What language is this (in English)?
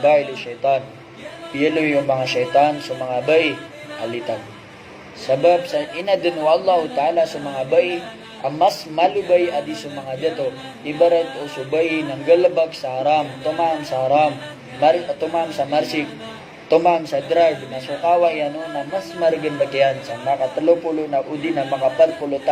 Maranao